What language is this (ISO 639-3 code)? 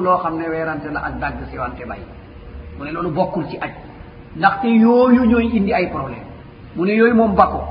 wol